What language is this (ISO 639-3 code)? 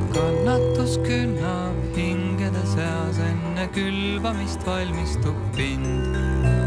est